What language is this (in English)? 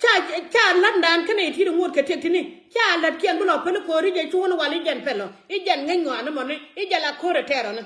Nuer